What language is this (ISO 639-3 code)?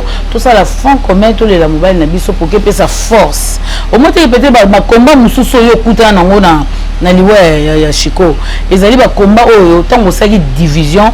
lin